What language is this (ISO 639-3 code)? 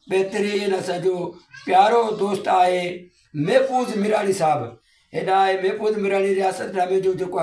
snd